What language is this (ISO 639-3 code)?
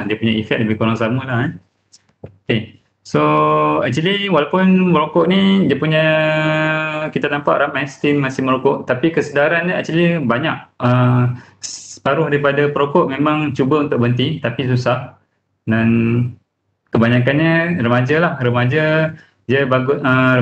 msa